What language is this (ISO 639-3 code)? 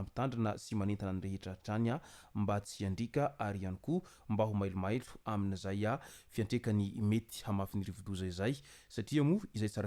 mlg